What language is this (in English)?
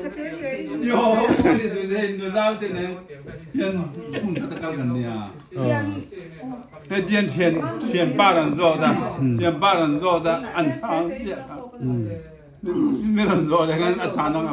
Vietnamese